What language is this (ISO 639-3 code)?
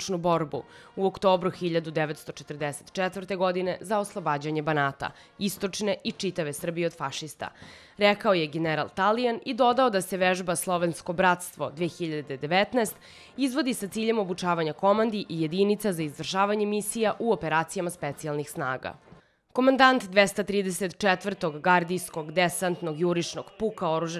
srp